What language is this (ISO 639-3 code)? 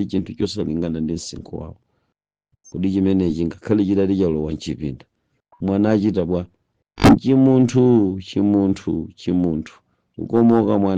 nya